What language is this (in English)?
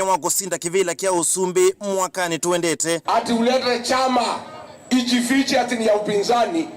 Kamba